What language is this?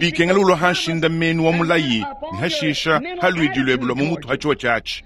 Luba-Lulua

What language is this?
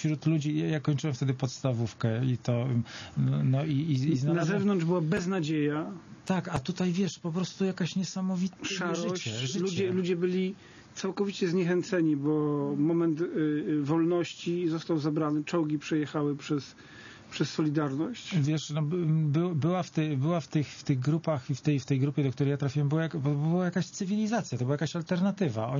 Polish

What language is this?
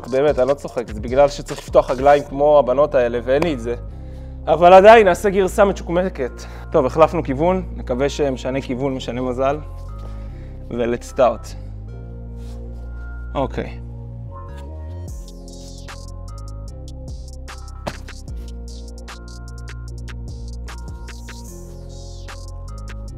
Hebrew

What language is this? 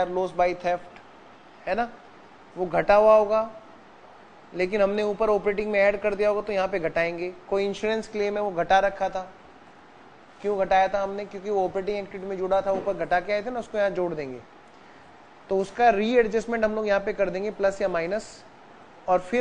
Hindi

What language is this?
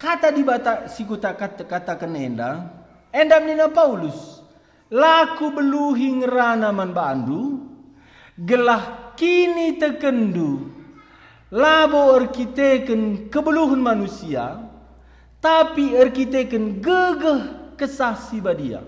Batak Karo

